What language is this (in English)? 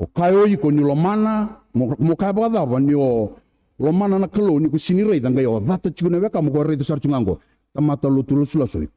Fijian